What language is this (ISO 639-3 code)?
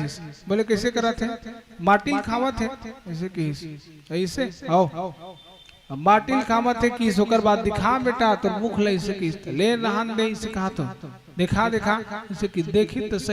hne